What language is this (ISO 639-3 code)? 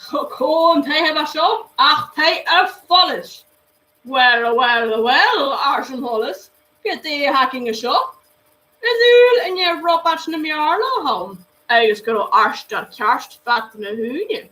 gla